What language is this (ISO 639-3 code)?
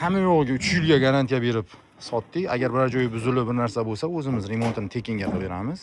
uzb